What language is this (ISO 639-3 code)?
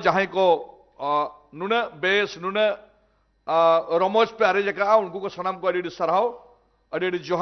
sat